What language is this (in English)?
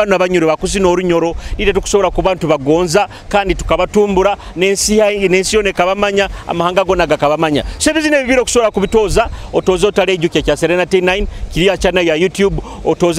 Nyoro